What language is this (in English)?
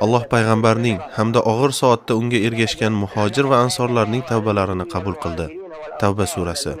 Uyghur